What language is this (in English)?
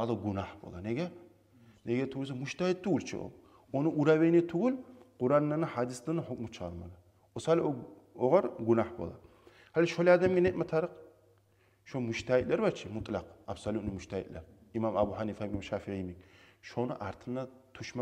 Kumyk